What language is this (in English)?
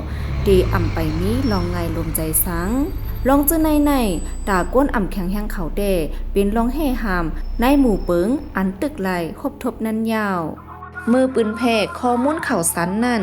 Shan